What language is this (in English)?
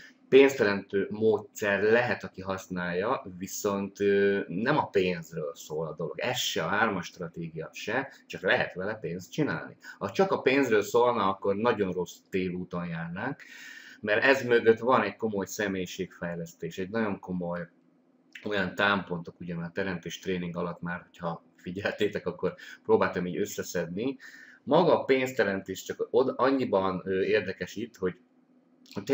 Hungarian